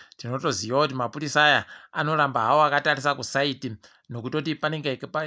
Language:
Ndau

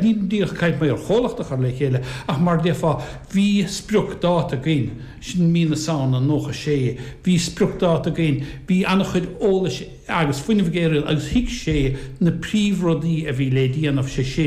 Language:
Irish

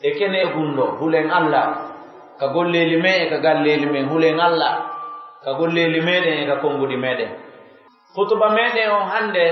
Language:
Pular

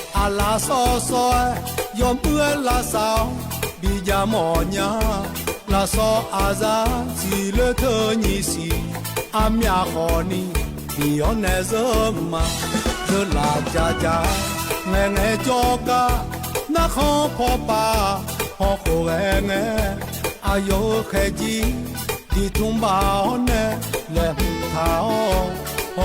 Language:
Akha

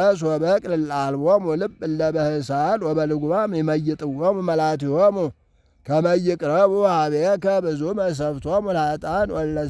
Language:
Geez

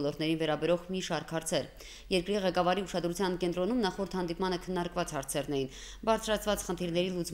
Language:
Armenian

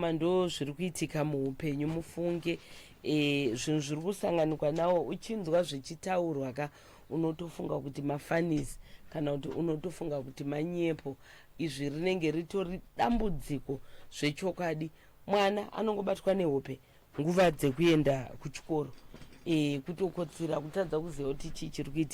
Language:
Shona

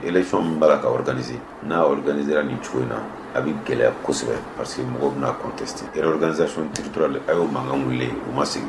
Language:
Bambara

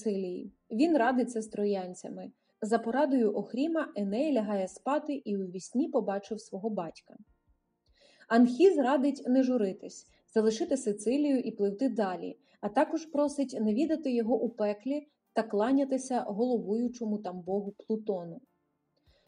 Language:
Ukrainian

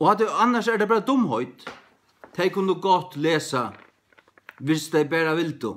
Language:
Faroese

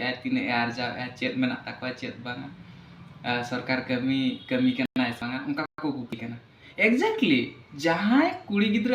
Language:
Santali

